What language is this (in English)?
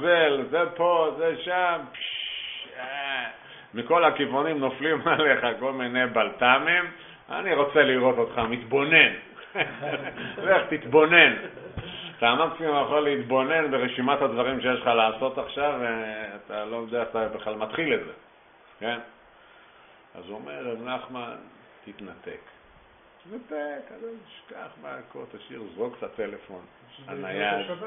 Hebrew